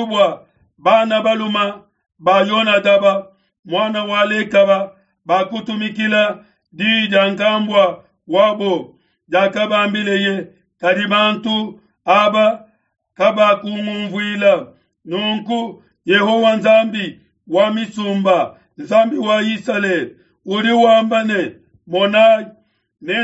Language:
Luba-Lulua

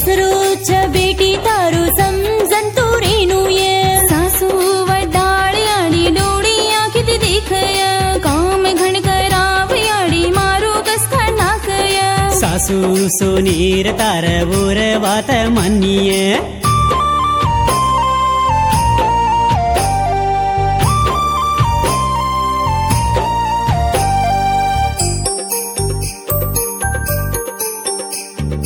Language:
Lambadi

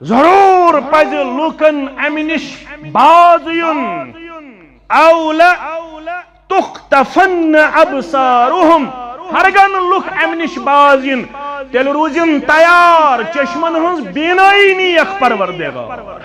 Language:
Kashmiri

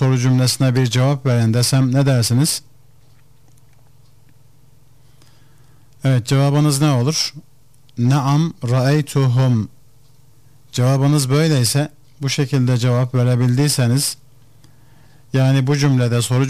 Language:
Turkish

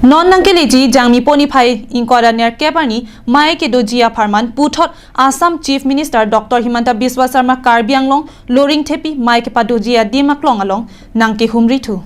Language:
Karbi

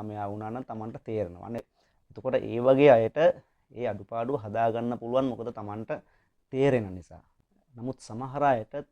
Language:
Sinhala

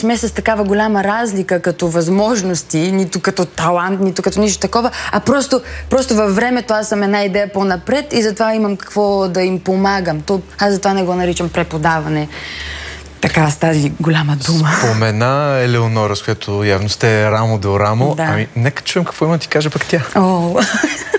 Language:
Bulgarian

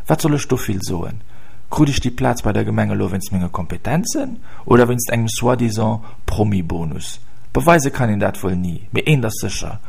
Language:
Luxembourgish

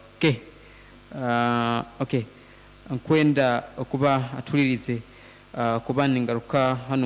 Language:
Nyoro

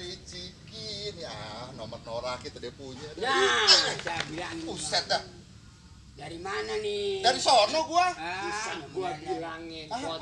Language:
Betawi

